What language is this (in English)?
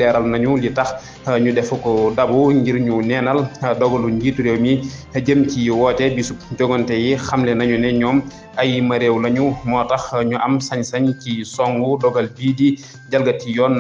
Wolof